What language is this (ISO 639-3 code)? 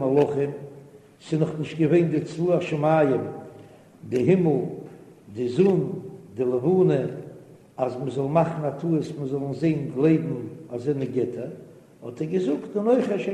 yid